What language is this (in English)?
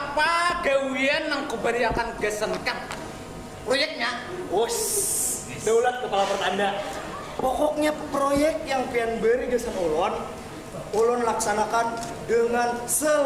Banjar